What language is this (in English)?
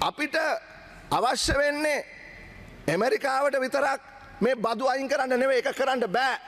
Sinhala